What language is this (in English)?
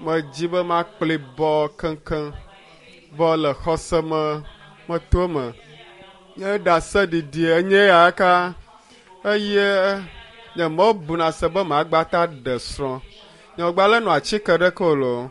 Ewe